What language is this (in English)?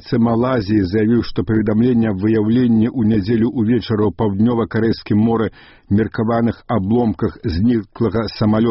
Belarusian